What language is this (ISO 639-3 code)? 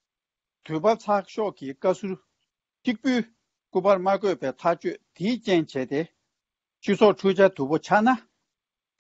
bod